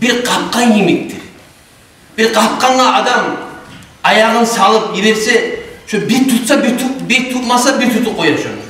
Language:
Kumyk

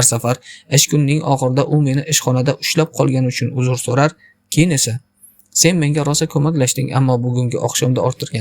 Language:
Uzbek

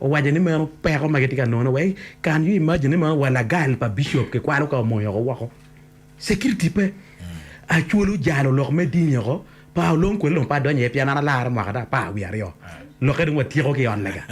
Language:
Acoli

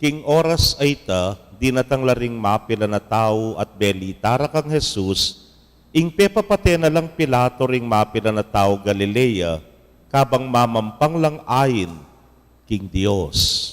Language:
Pampanga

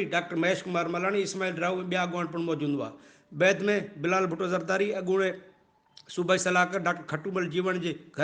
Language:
Sindhi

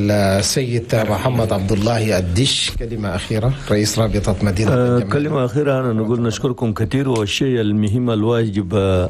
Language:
Chadian Arabic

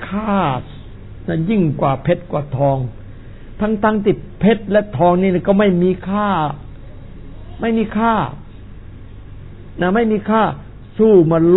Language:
Thai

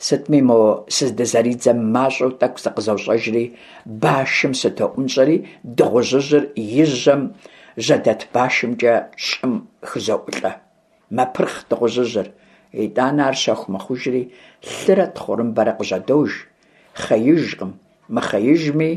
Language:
Kabardian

